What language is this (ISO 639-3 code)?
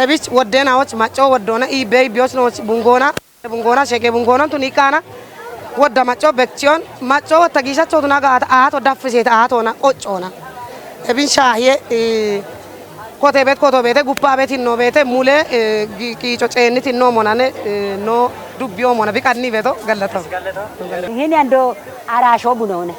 kbr